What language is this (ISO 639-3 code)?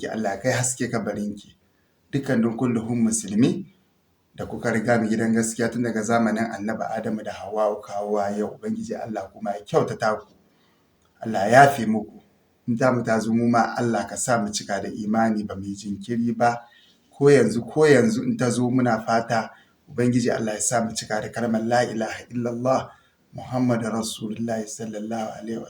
hau